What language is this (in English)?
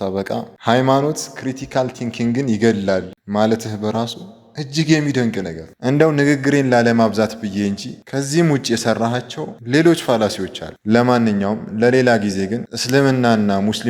Amharic